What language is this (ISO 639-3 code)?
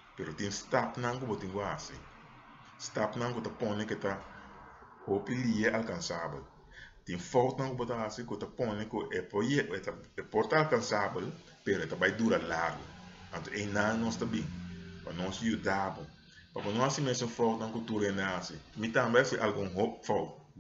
pap